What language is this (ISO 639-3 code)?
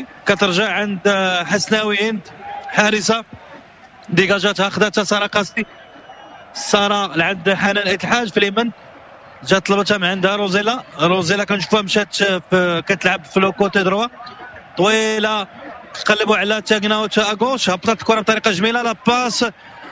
ary